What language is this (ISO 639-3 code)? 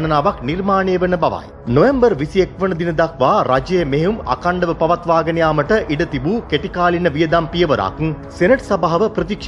sin